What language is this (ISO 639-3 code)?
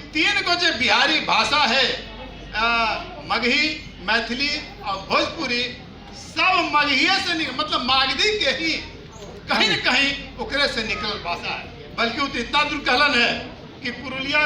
mag